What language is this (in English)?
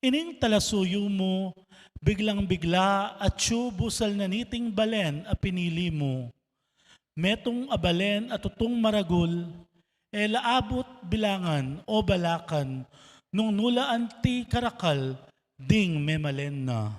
Pampanga